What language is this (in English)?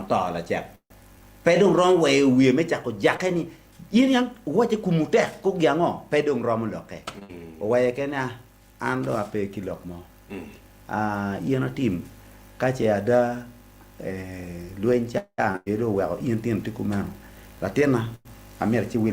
Acoli